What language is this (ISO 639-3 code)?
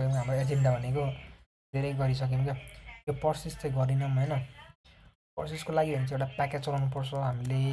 nep